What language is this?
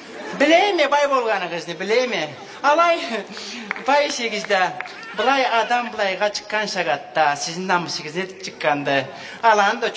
Karachay-Balkar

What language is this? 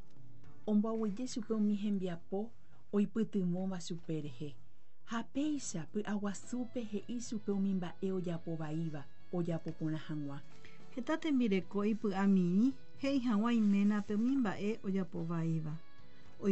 Guarani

